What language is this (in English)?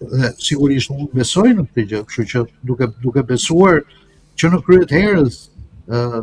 Albanian